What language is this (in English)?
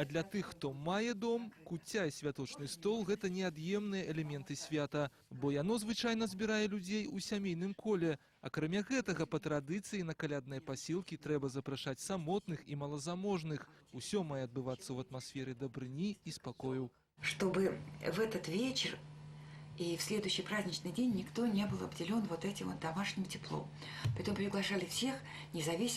Belarusian